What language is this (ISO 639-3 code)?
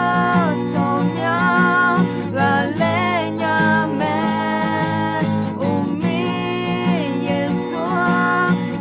ahk